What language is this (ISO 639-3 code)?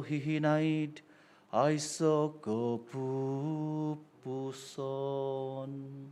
dtp